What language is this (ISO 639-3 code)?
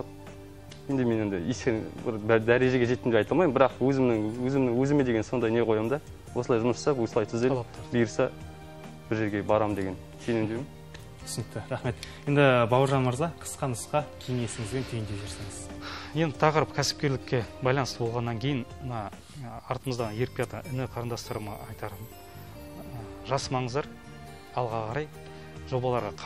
kaz